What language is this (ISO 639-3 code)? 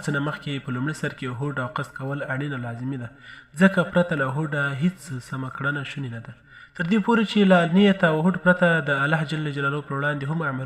pus